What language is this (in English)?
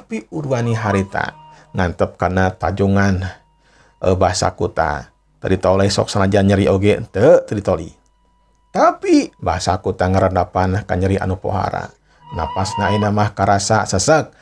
Sundanese